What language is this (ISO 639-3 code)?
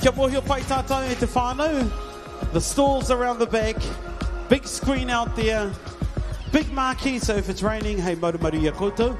mri